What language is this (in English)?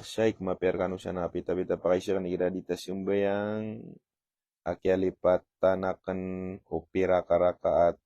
Maranao